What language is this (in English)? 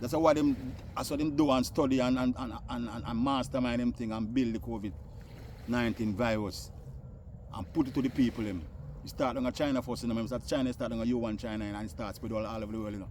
Jamaican Creole English